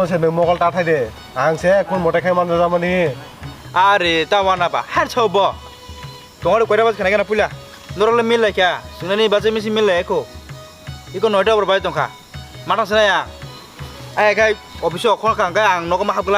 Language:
Kok Borok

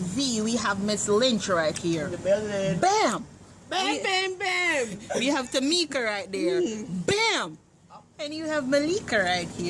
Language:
Jamaican Creole English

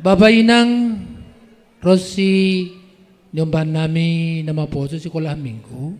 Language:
Batak Simalungun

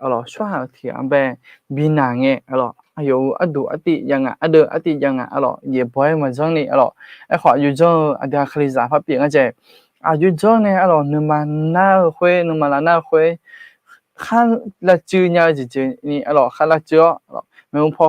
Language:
Akha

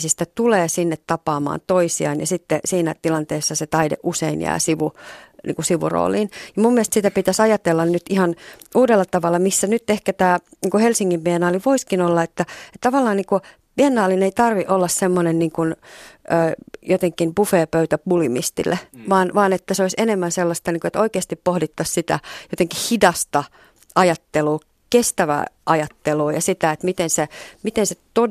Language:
Finnish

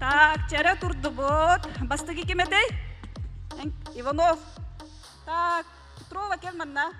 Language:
Yakut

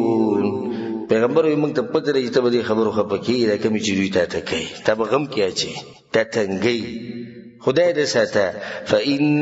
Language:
Pashto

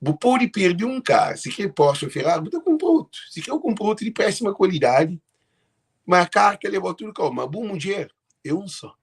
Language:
Kabuverdianu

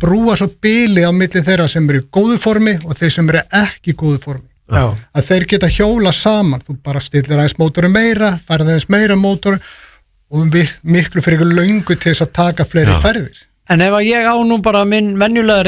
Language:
Icelandic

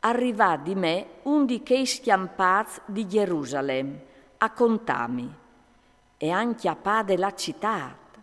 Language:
Friulian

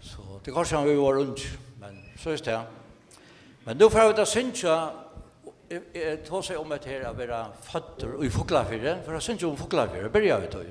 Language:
Faroese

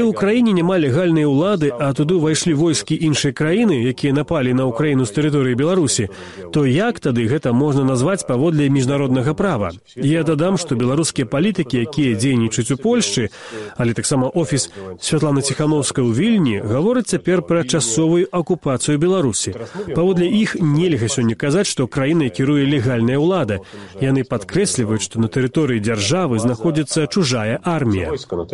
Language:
Belarusian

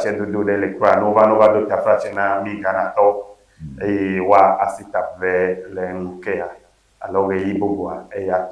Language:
Ewe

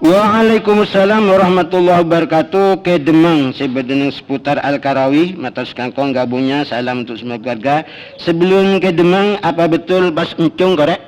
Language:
Madurese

